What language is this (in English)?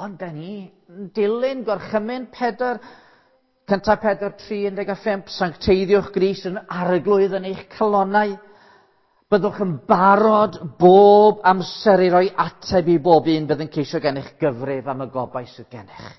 Welsh